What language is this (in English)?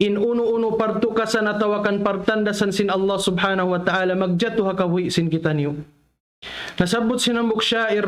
Tausug